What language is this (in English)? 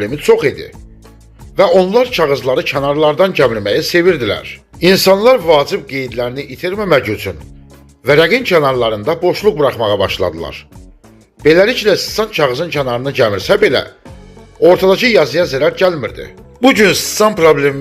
Azerbaijani